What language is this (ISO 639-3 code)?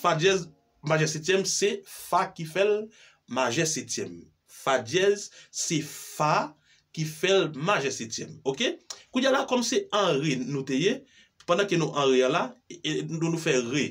hat